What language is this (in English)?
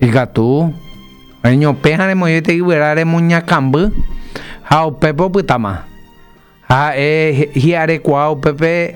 Guarani